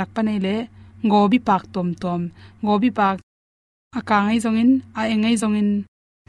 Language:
Tedim Chin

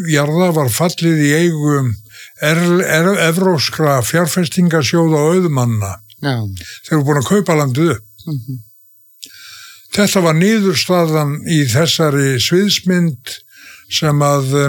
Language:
Icelandic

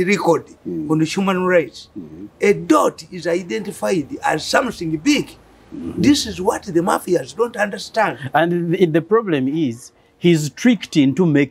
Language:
English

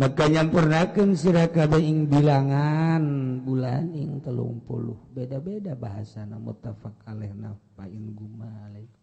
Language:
Sundanese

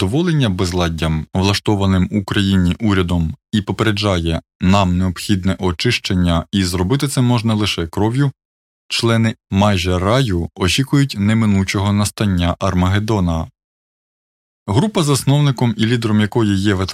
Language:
Ukrainian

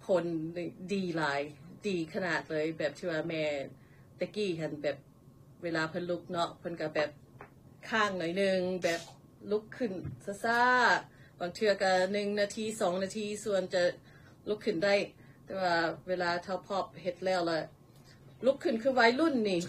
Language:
Lao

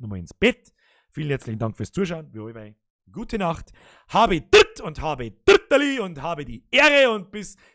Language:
Bavarian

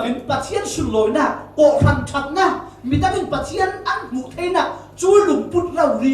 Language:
Falam Chin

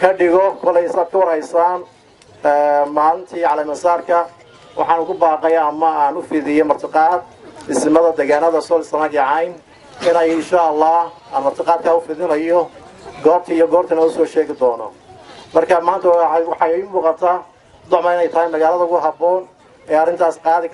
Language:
Somali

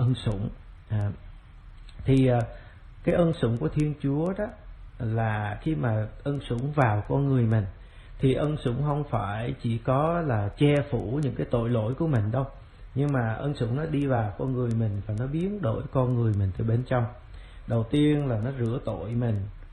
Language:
Vietnamese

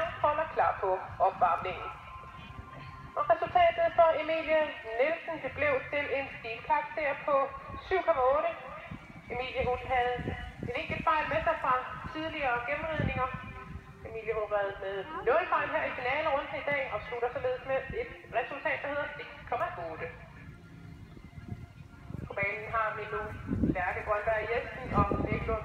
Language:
Danish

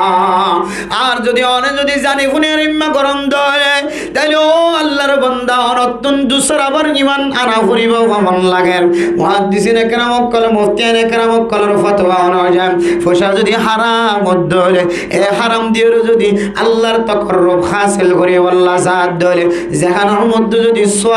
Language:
Rohingya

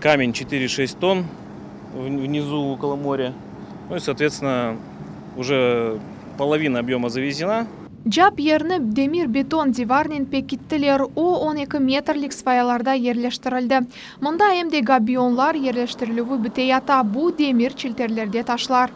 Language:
Crimean Tatar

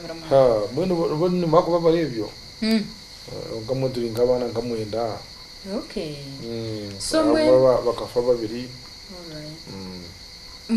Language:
Nyankole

